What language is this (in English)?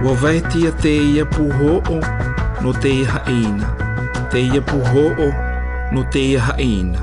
South Marquesan